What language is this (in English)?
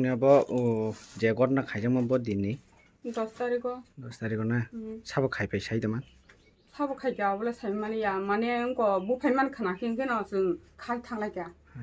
Kok Borok